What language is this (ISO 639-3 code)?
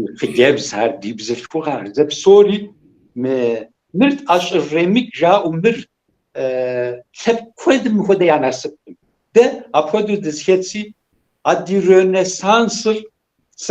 kbd